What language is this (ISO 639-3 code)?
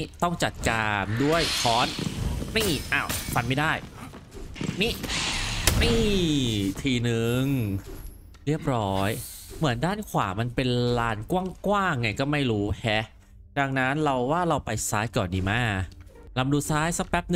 tha